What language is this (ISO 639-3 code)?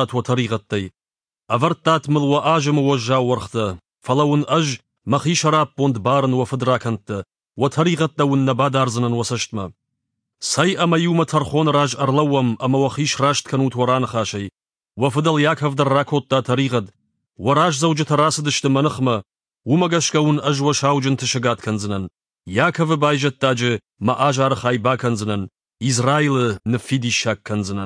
oss